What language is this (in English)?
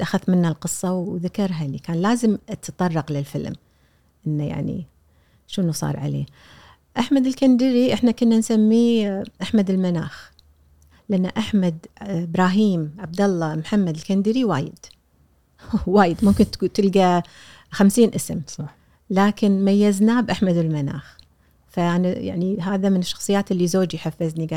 Gulf Arabic